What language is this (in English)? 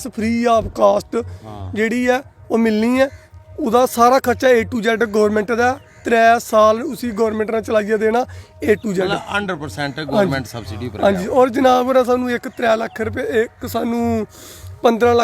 Dogri